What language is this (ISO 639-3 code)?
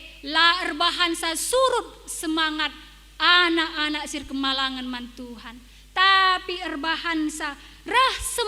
btx